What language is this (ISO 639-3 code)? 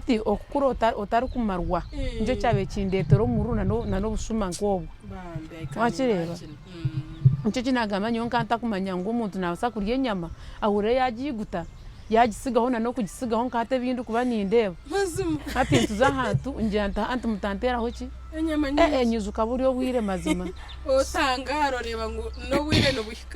nyn